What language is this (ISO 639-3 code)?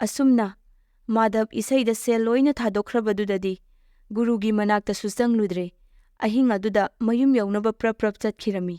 mni